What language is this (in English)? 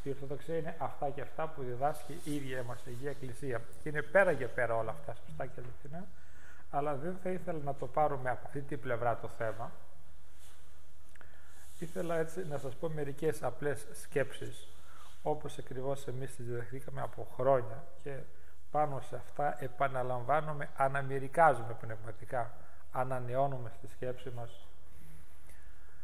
Greek